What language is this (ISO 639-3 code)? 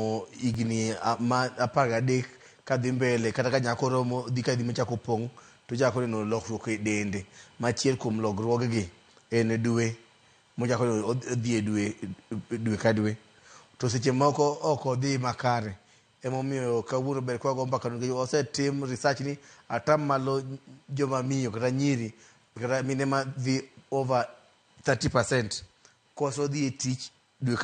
luo